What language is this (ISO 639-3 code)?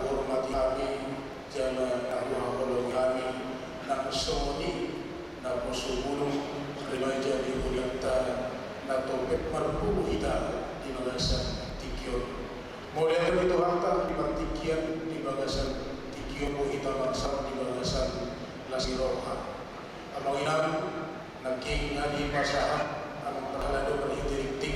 bbc